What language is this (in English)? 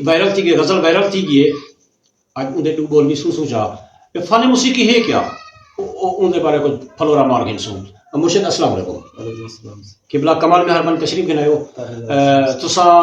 Saraiki